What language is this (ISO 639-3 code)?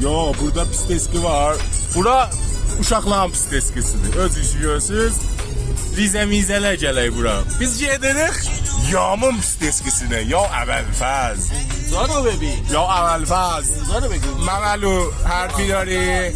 azb